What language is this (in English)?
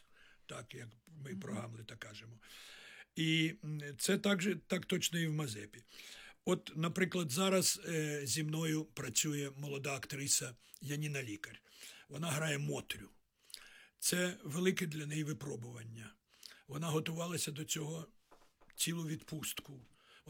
Ukrainian